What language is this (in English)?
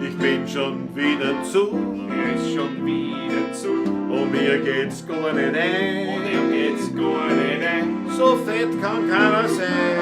Bavarian